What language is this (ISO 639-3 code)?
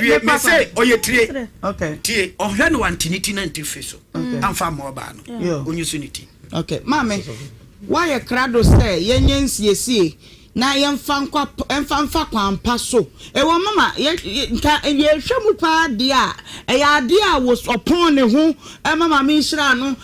aka